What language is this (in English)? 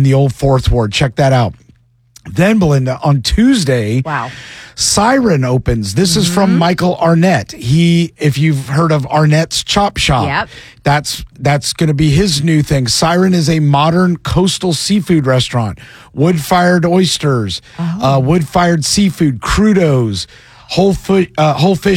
English